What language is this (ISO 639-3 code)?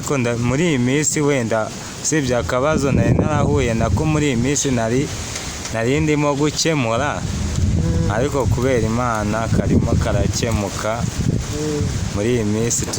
kin